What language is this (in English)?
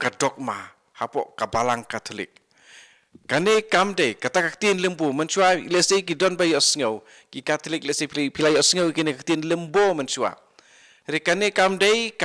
Khasi